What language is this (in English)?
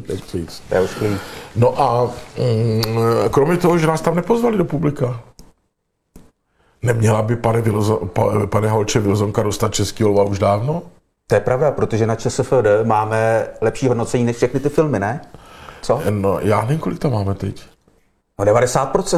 Czech